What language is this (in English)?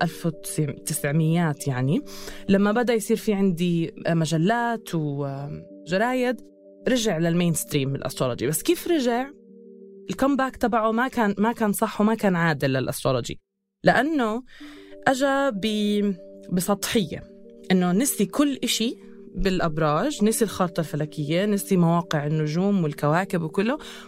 North Levantine Arabic